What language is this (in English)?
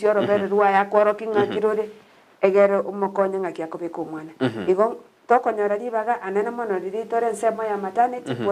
Gusii